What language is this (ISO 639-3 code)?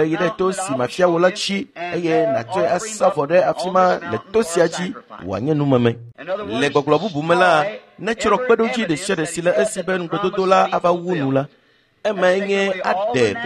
ewe